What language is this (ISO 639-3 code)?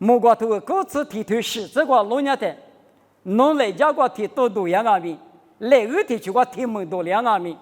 lis